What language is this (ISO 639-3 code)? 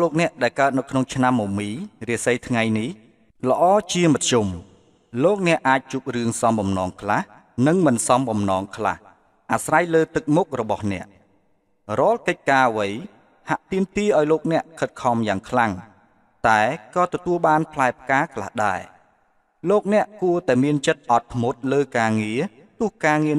khm